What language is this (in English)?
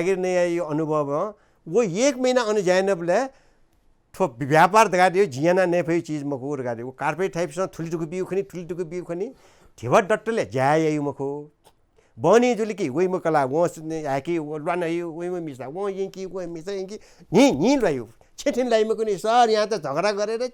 Newari